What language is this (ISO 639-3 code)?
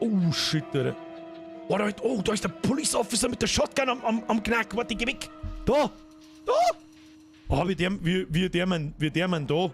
bar